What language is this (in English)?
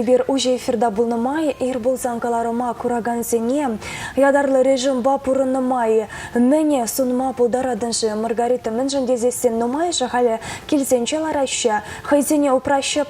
Chuvash